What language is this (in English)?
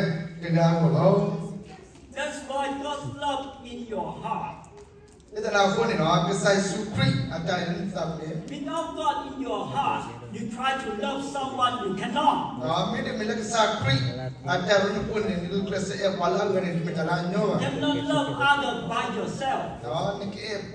S'gaw Karen